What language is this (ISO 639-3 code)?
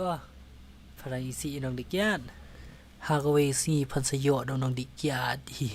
kha